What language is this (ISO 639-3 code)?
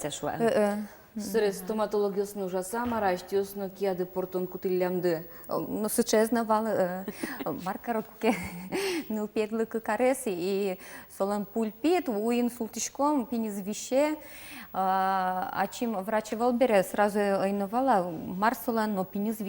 udm